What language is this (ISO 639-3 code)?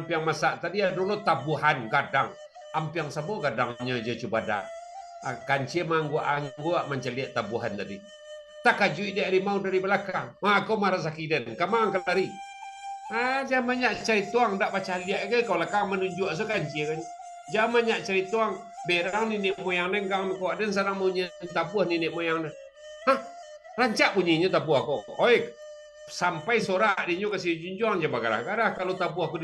min